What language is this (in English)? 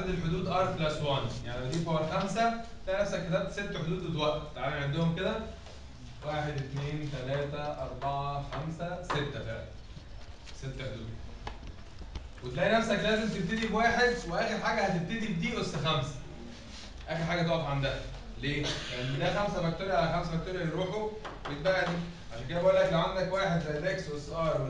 Egyptian Arabic